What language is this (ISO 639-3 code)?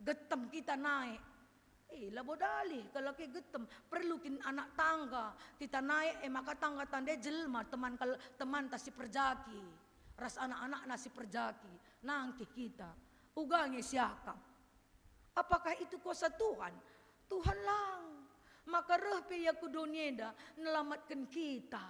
btx